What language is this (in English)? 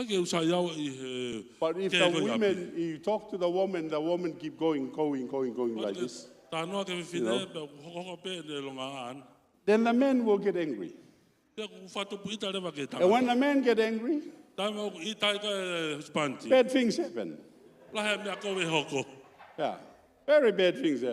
Tongan